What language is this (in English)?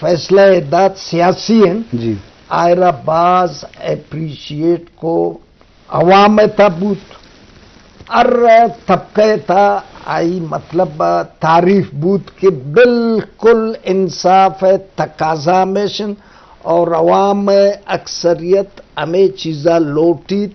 Eastern Balochi